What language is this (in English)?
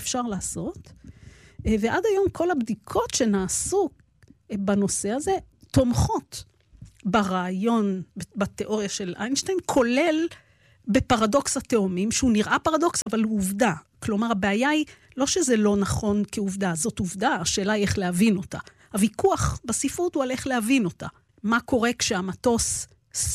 Hebrew